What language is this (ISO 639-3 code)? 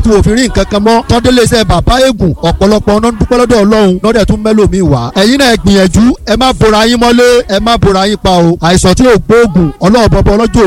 yor